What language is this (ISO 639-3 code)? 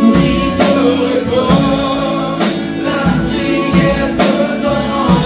mfe